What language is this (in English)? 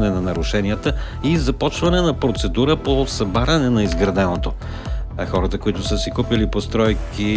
Bulgarian